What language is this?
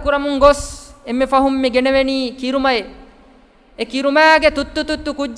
Divehi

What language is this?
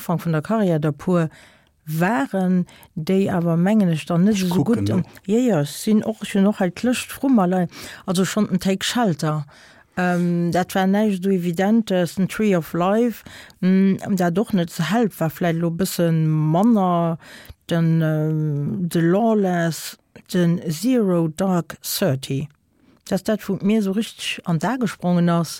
Luxembourgish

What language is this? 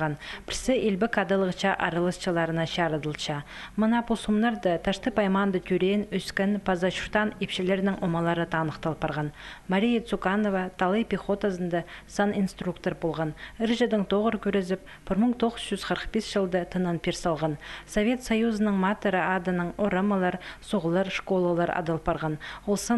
Khakas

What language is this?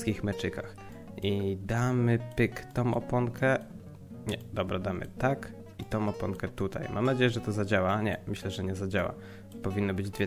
Polish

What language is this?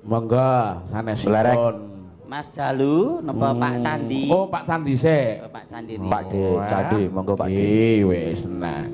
Javanese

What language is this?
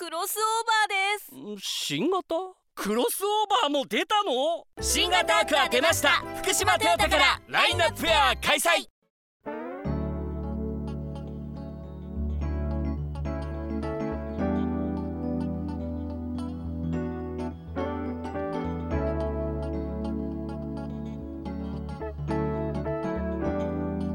Japanese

